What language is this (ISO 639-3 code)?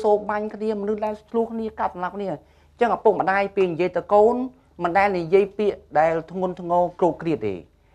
khm